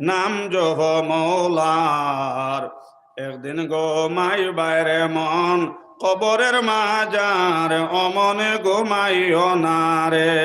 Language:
Sylheti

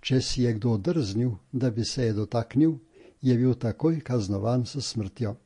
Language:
Slovenian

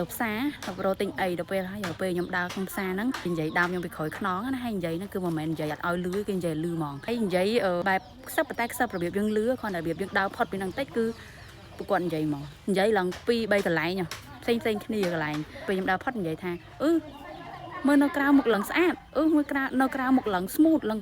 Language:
Khmer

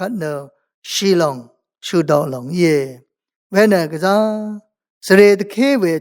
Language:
Rawang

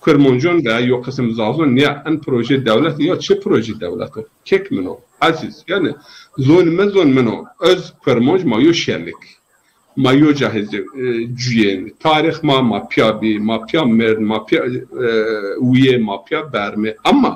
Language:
Zaza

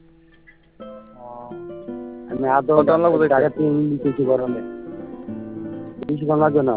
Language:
Bangla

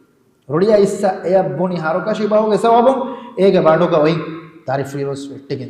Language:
Divehi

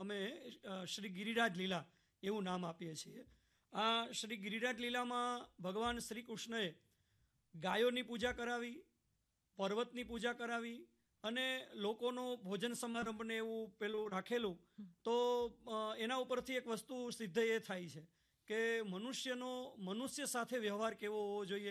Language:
Gujarati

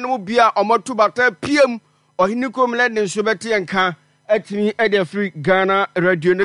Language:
Akan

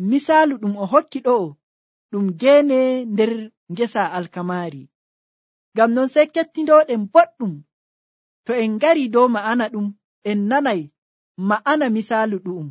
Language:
Nigerian Fulfulde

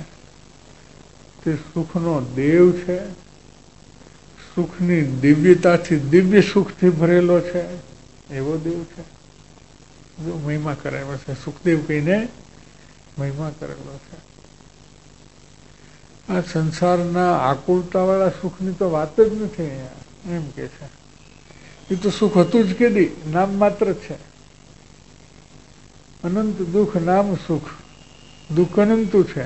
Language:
Gujarati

